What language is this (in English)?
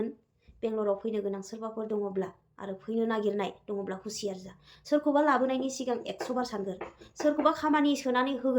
Bodo